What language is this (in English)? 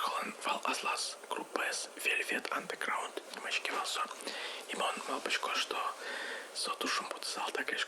Udmurt